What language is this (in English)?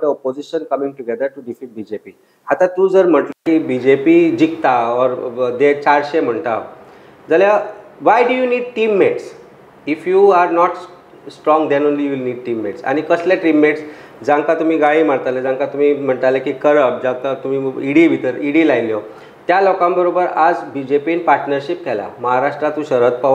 Konkani